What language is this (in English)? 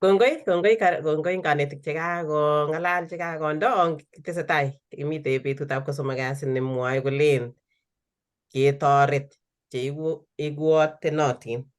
Kalenjin